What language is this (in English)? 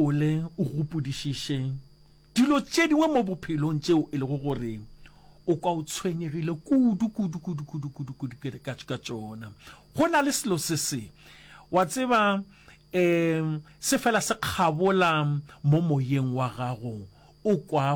Northern Sotho